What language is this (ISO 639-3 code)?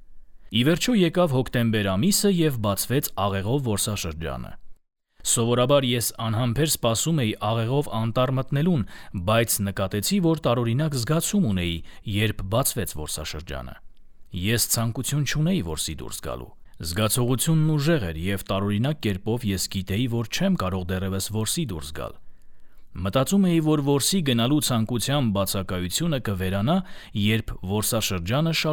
hye